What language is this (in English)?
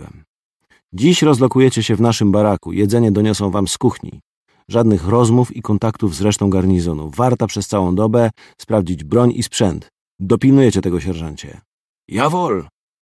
Polish